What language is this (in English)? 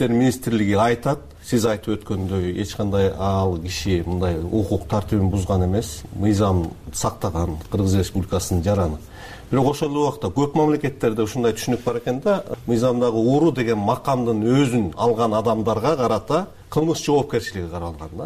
Kyrgyz